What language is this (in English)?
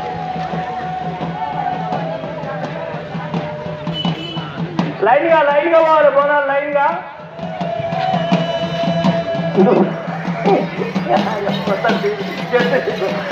Telugu